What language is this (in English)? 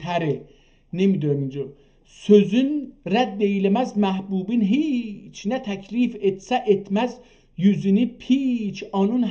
South Azerbaijani